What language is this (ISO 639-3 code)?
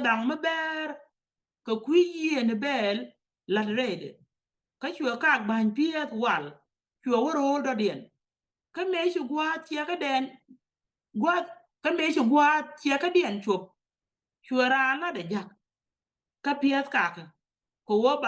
nus